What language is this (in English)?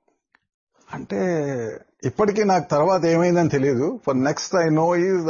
Telugu